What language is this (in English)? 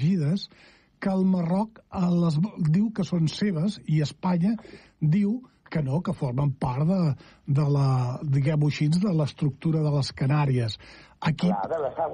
Catalan